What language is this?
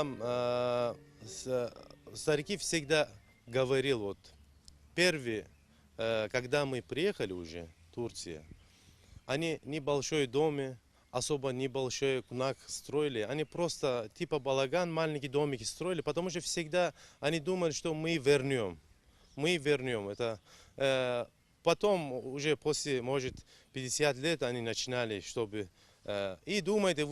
Abkhazian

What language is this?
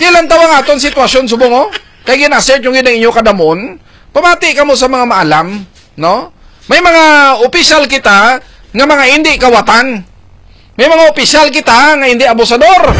Hiligaynon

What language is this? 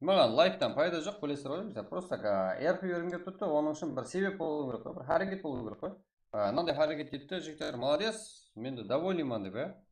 Kara-Kalpak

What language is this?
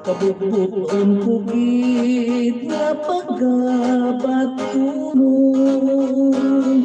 Hiligaynon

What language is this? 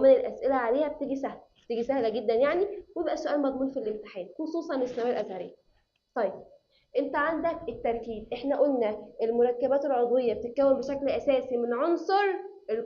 Egyptian Arabic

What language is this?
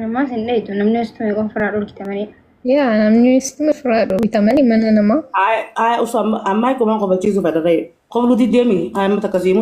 Oromo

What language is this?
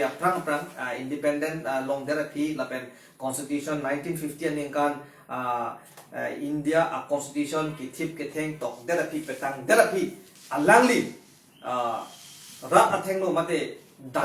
Karbi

